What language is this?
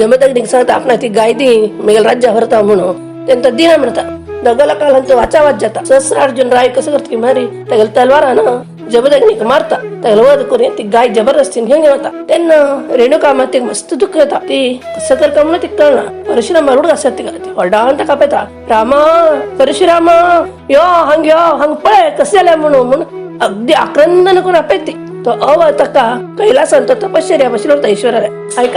Konkani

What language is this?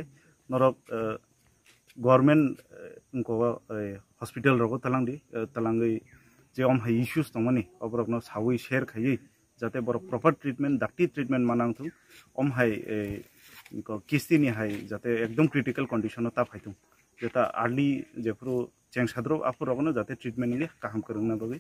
Riang (India)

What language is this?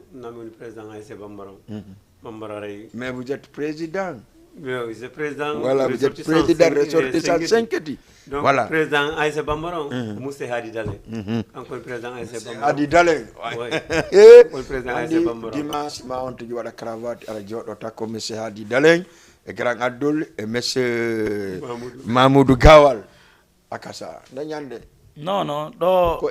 Fula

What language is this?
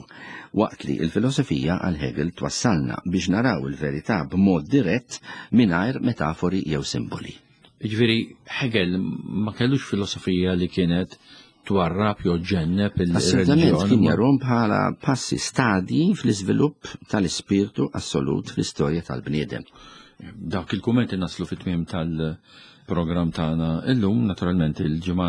Maltese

